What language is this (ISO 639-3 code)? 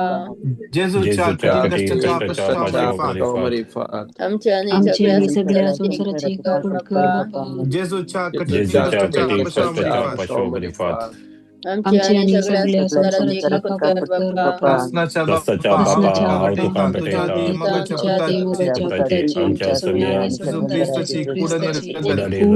kok